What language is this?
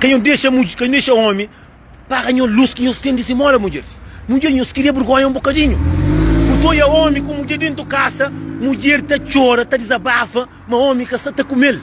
Kabuverdianu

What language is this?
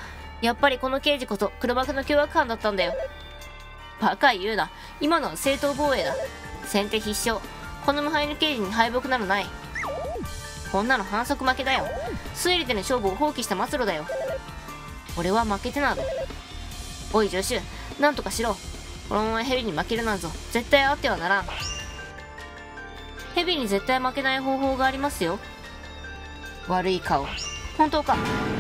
Japanese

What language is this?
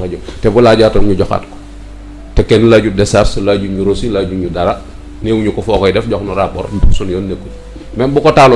Wolof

